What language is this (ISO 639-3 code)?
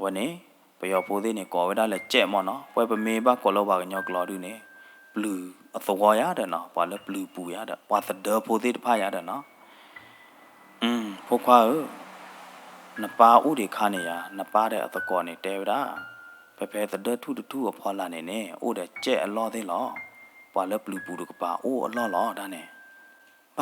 ksw